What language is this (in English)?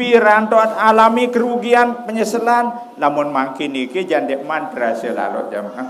Sasak